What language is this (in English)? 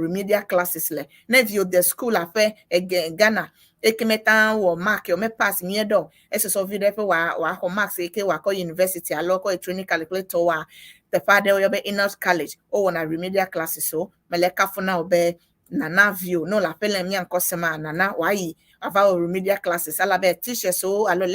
Ewe